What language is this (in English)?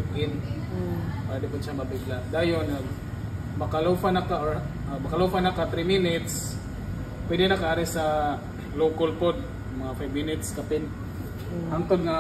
Cebuano